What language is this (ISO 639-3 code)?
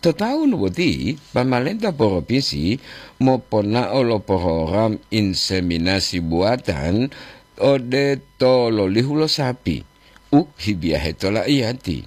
gor